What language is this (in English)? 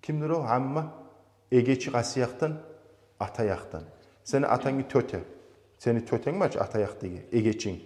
Kumyk